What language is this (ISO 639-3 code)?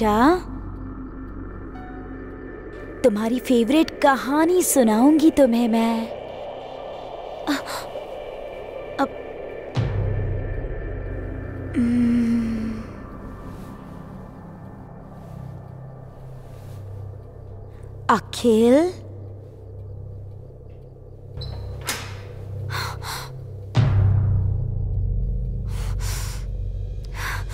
hin